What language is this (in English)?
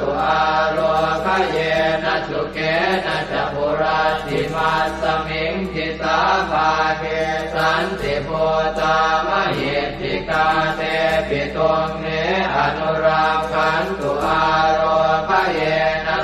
Pali